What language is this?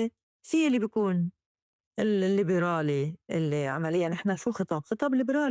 North Levantine Arabic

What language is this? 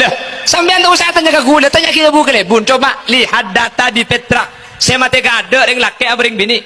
Madurese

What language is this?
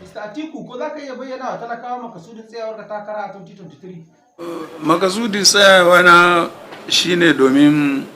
Hausa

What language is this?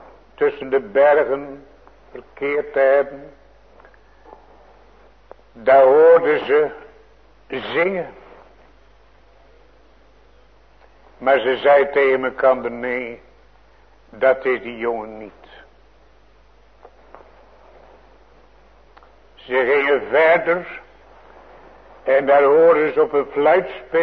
Dutch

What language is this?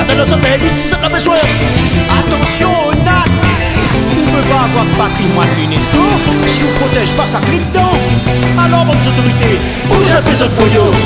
Réunion Creole French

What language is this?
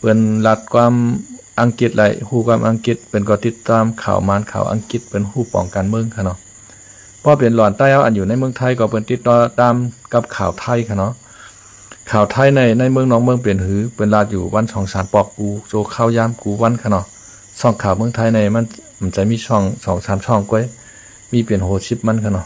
Shan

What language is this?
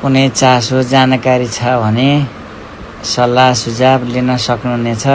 Nepali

